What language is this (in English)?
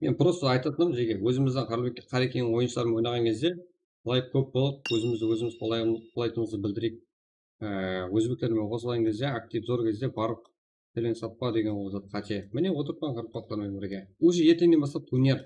Kara-Kalpak